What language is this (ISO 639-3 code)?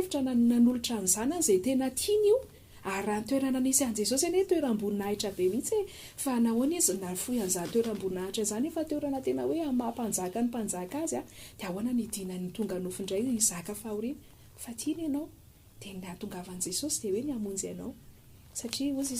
mlg